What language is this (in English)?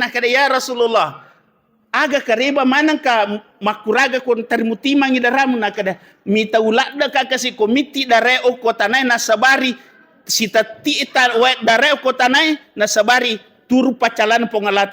Buginese